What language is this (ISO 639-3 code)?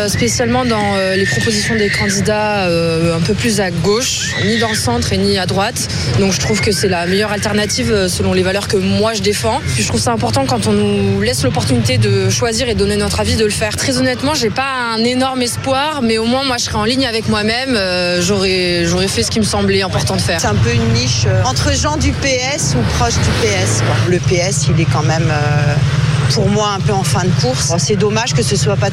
fra